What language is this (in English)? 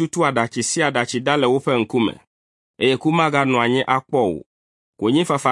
Ewe